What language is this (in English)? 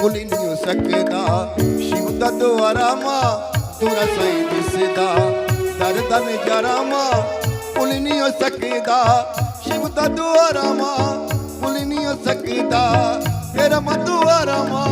Dogri